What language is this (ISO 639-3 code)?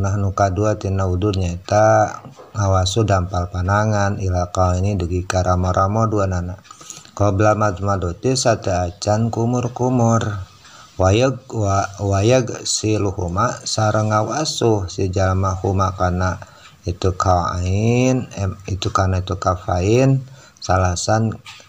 sun